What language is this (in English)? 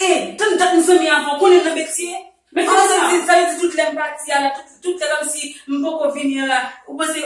Haitian Creole